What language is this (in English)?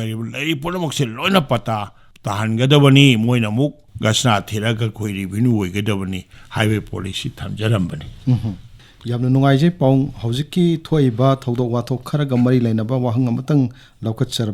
Manipuri